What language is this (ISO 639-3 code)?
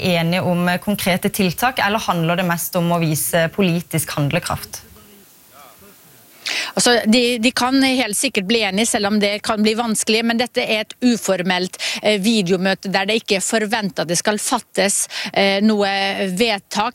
nor